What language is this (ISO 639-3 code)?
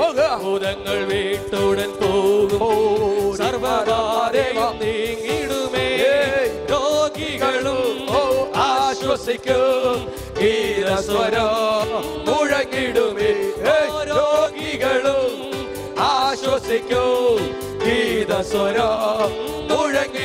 mal